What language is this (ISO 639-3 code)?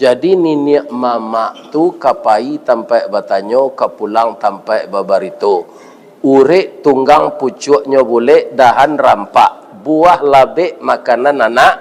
min